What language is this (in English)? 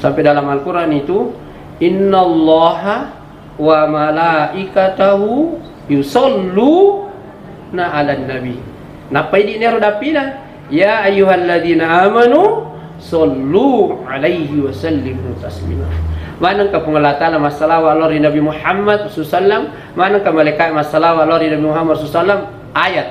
Buginese